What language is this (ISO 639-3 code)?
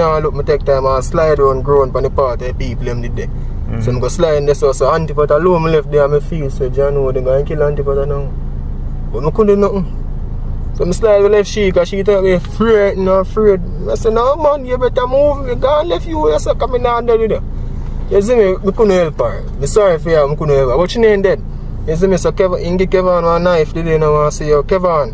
jam